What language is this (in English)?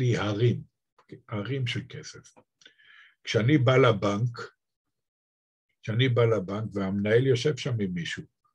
Hebrew